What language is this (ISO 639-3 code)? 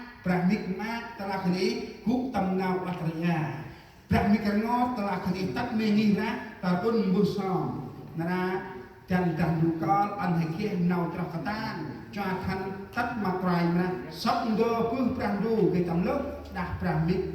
cmo